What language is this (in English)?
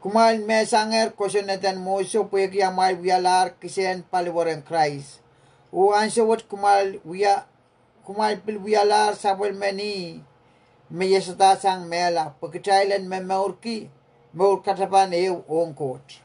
Pohnpeian